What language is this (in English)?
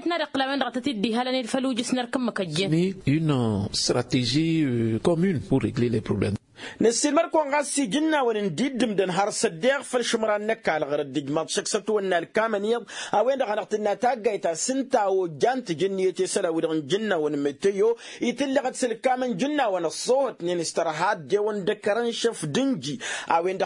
Tamasheq